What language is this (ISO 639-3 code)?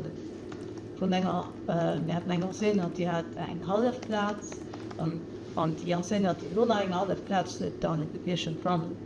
ltz